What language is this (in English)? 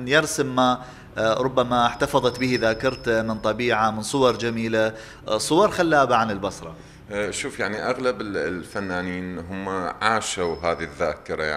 Mesopotamian Arabic